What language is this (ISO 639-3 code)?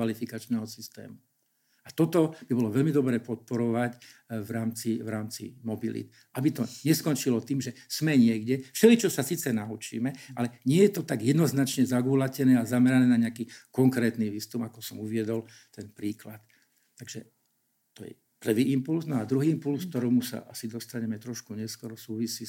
slk